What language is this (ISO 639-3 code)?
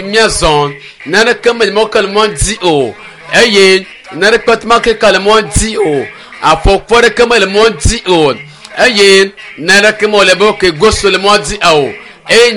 ewe